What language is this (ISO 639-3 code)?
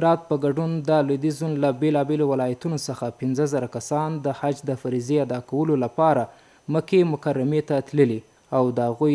pus